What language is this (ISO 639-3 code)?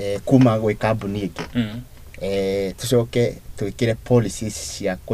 kik